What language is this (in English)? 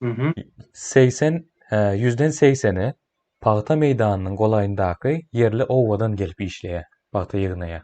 Turkmen